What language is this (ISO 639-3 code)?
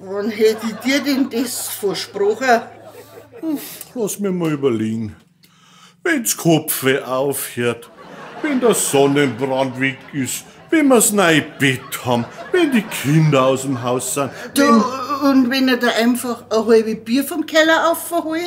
bar